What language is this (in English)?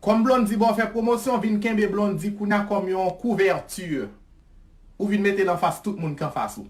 Haitian Creole